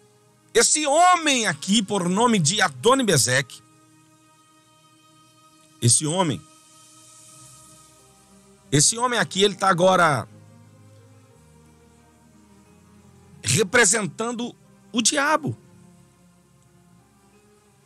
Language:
Portuguese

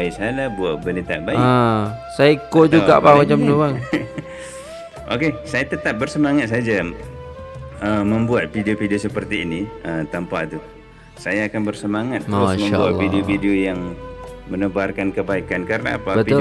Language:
Malay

